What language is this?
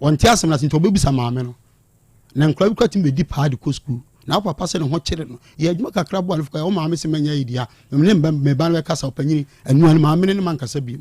Akan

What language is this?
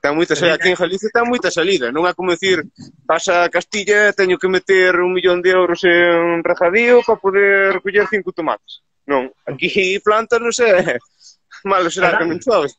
Galician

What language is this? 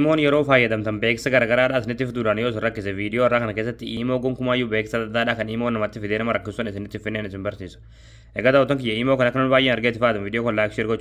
Oromo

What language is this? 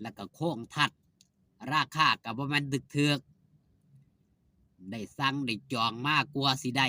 Northeastern Thai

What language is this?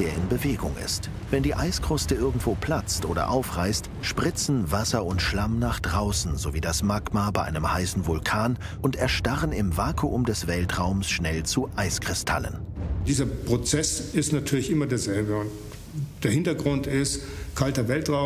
German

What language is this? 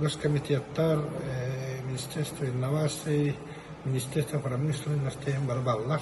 Yakut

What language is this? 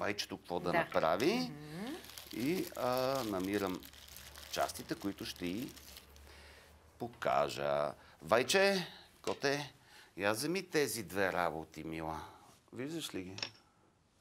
Bulgarian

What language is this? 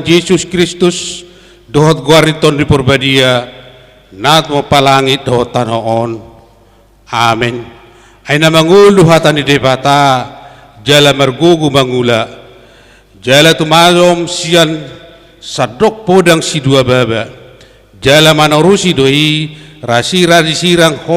Batak Toba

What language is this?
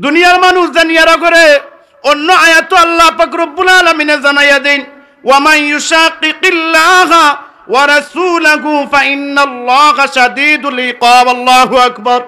Sylheti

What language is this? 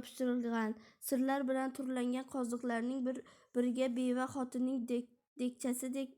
Uzbek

